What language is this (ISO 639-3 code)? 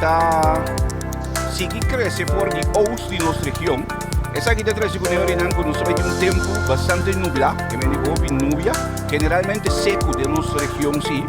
pap